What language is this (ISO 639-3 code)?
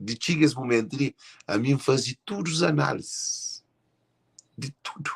kea